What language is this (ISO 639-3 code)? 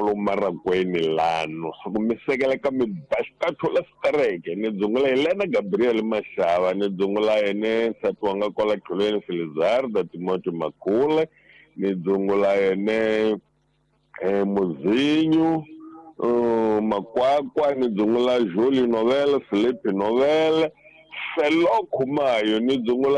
tso